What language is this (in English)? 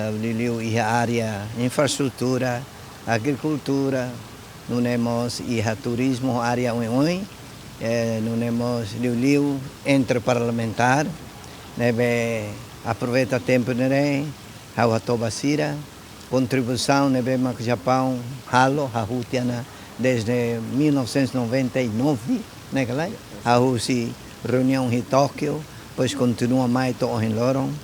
Tetum